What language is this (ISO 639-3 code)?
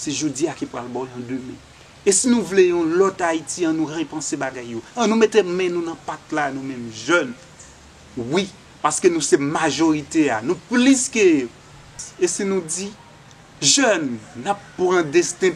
hat